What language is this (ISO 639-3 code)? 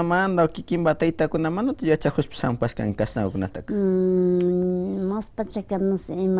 qvi